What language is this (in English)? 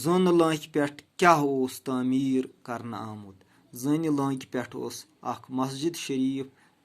Kashmiri